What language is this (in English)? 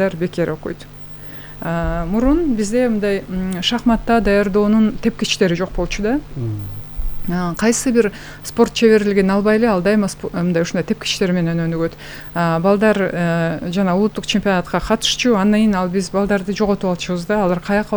Kyrgyz